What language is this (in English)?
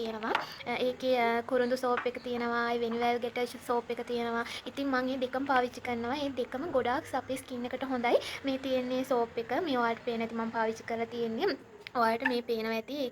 Sinhala